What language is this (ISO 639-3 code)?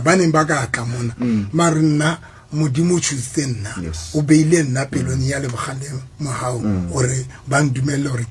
sot